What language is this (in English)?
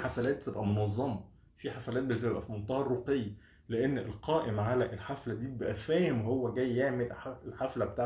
Egyptian Arabic